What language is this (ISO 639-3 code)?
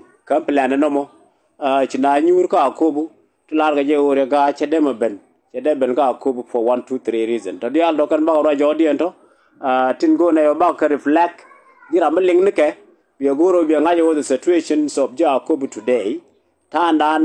nus